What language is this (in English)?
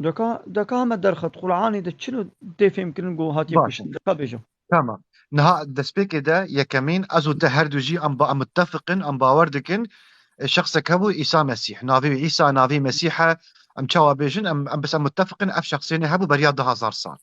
Kurdish